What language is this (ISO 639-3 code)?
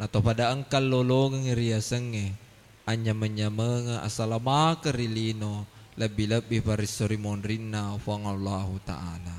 bug